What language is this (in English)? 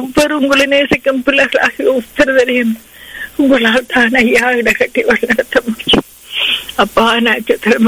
Tamil